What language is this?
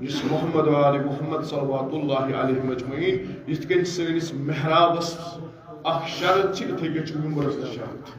Kashmiri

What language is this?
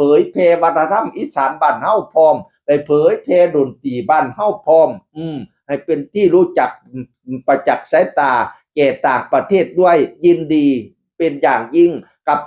Northeastern Thai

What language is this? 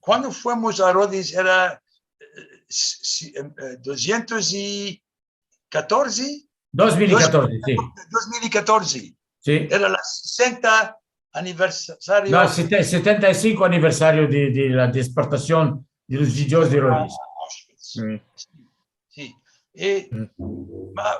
Ladino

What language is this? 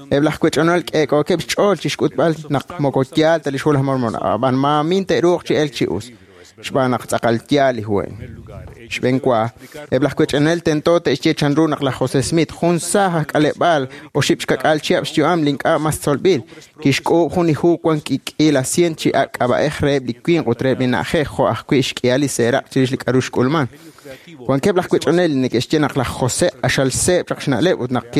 Kekchí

